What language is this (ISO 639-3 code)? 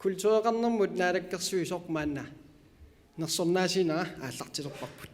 kal